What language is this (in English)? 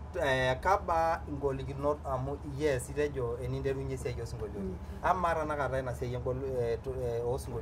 Masai